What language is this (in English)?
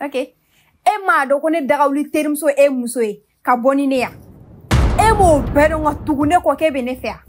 Bambara